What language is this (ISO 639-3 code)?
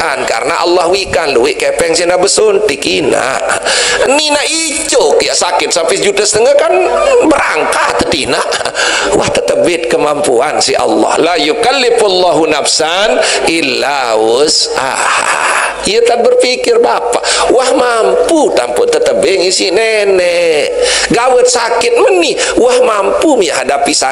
sas